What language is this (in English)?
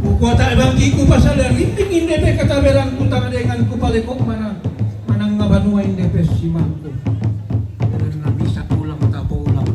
Toraja-Sa'dan